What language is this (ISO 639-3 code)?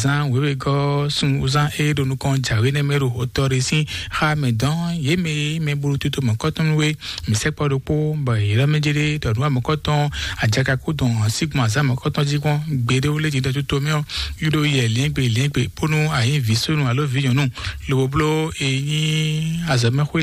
fon